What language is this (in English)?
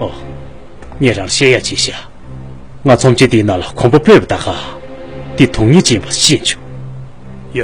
Tibetan